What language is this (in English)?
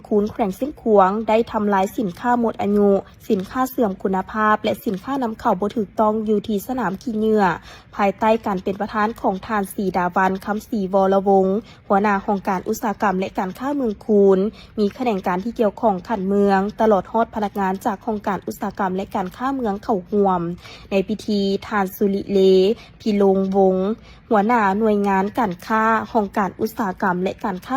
Lao